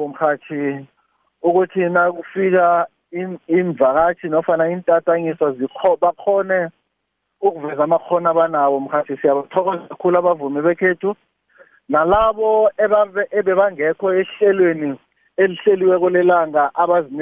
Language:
South Ndebele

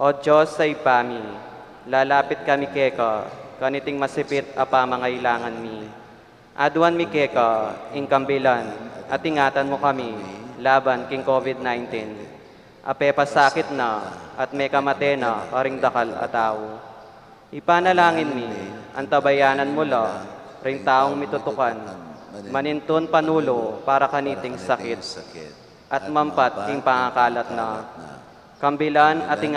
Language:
Pampanga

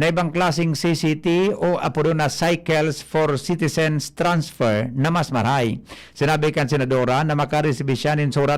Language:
Bikol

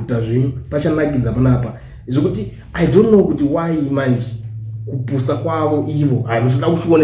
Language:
Shona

